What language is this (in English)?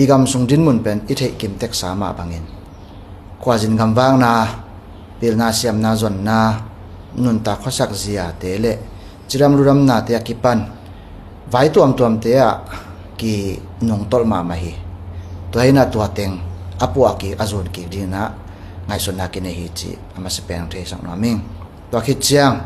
Tedim Chin